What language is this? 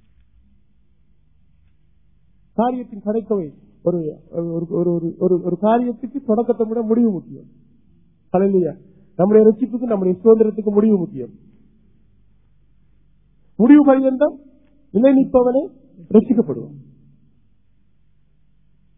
Tamil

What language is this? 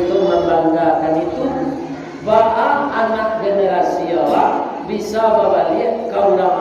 Minangkabau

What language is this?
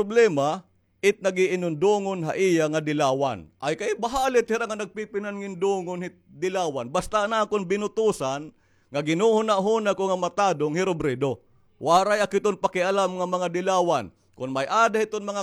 Waray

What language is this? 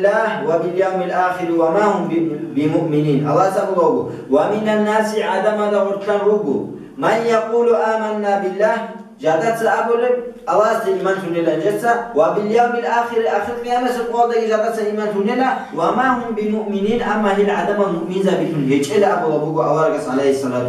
Avaric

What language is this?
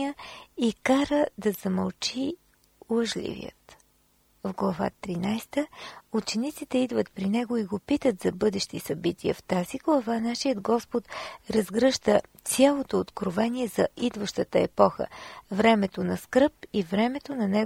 Bulgarian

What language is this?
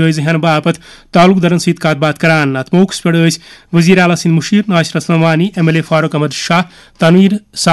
Kashmiri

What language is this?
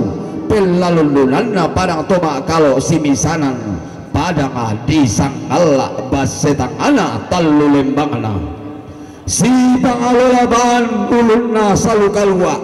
Toraja-Sa'dan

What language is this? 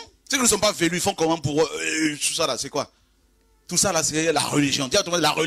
French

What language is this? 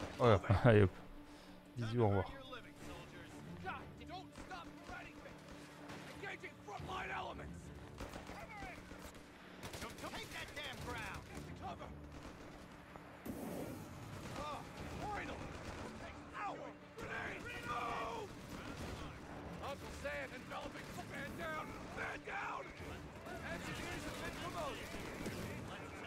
French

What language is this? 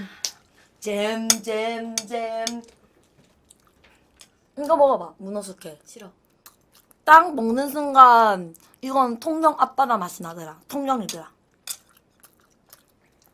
Korean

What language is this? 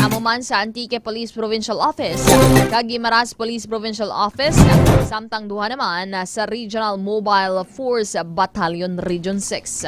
Hiligaynon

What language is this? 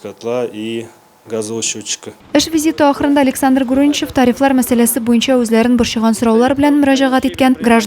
Tatar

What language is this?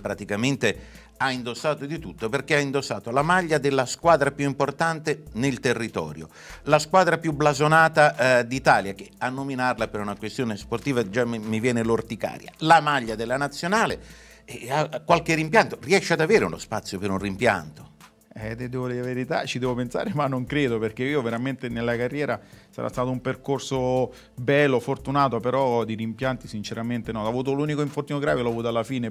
Italian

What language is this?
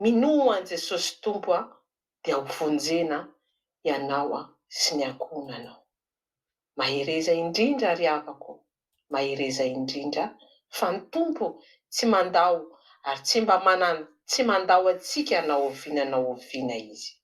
Malagasy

